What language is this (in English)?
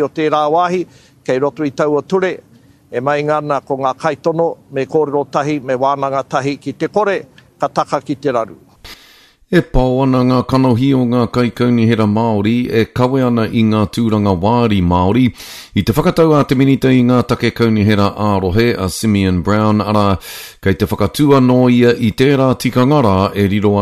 Māori